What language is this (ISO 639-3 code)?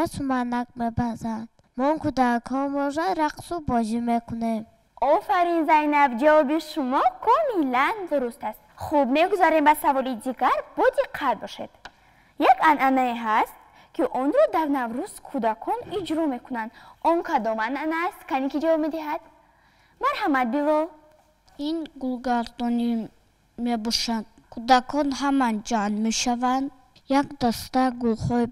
tgk